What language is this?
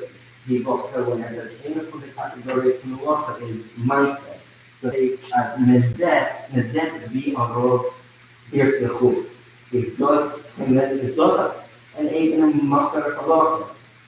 Yiddish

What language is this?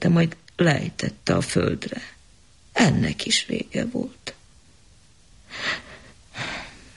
Hungarian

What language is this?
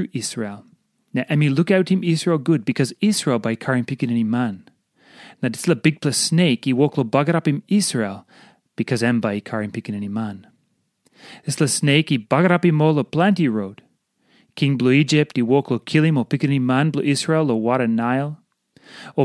Tok Pisin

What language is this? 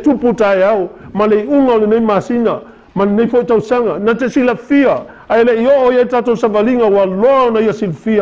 Samoan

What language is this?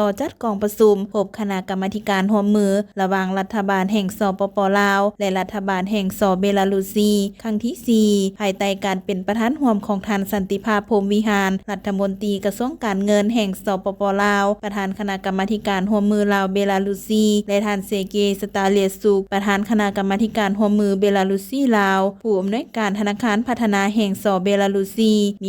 Lao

